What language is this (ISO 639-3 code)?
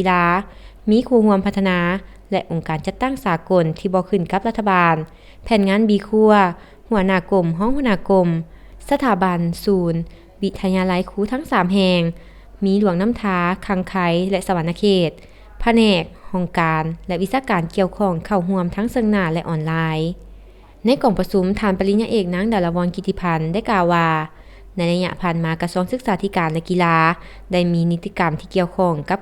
lao